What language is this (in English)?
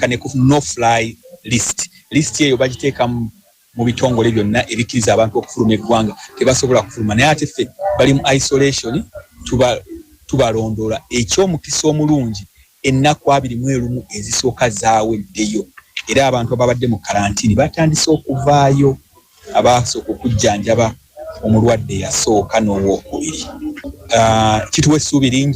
Ganda